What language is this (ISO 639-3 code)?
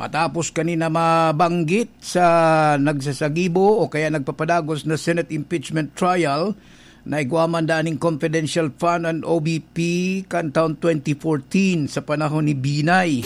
bik